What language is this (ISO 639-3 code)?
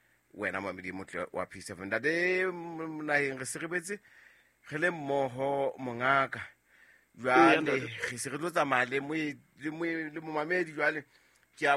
sot